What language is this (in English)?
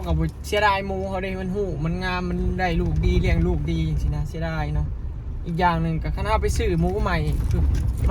Northeastern Thai